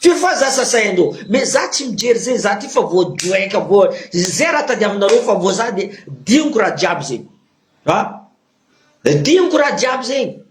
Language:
Malagasy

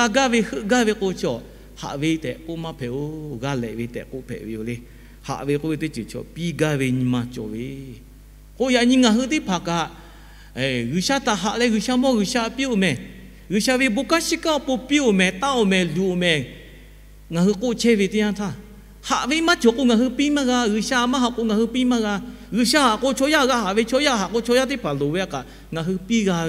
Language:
Lahu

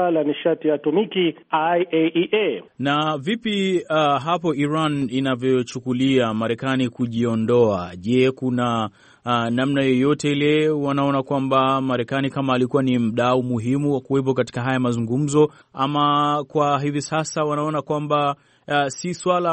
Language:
Swahili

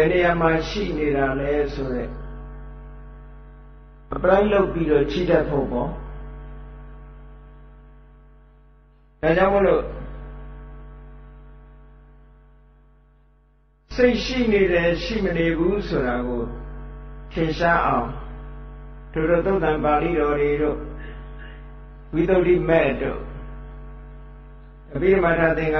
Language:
Burmese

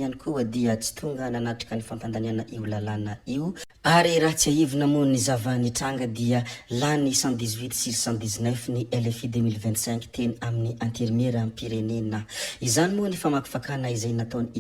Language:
Malagasy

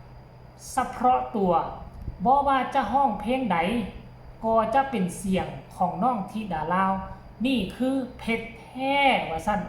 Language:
Northeastern Thai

